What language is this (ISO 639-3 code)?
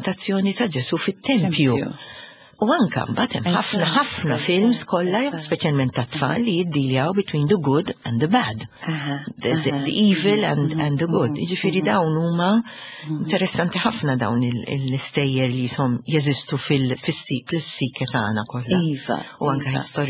mlt